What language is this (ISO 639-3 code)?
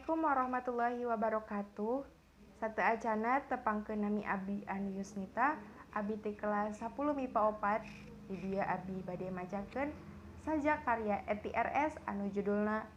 sun